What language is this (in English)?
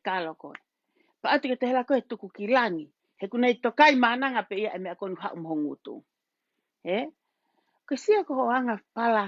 Tongan